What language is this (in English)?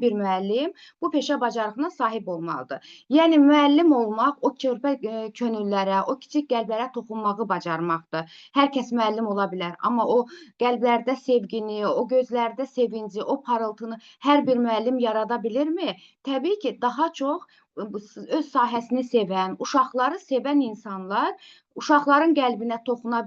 Azerbaijani